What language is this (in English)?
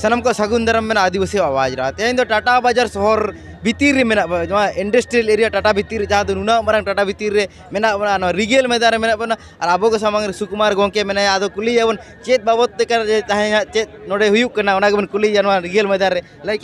Santali